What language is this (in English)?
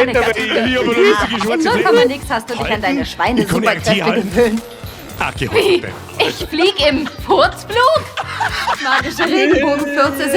Bavarian